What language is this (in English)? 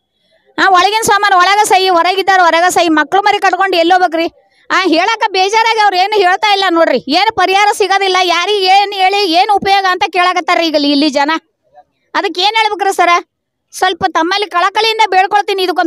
Kannada